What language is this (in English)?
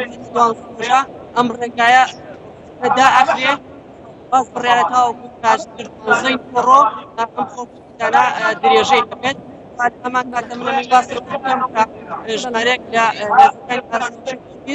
Central Kurdish